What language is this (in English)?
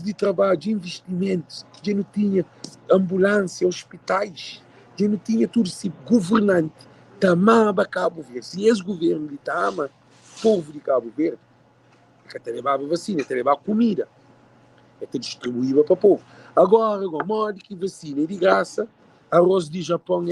Kabuverdianu